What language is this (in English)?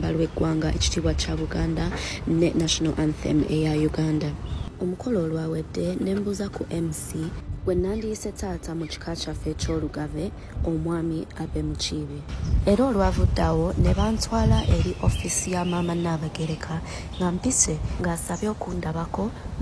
Ganda